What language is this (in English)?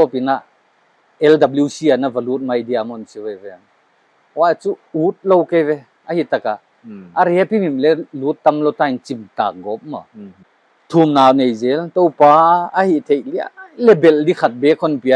Paite Chin